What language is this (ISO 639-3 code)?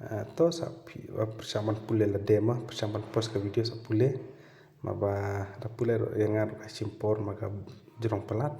kha